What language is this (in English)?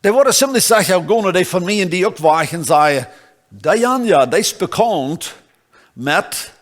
Plautdietsch